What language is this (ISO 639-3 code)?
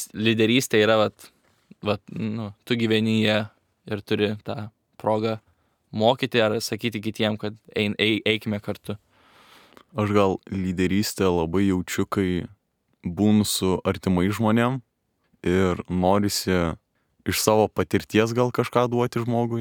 lit